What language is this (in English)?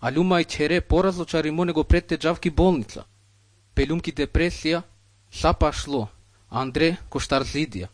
Serbian